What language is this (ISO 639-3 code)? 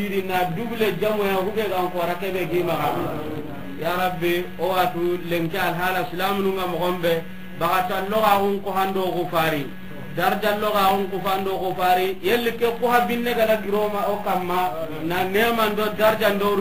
snk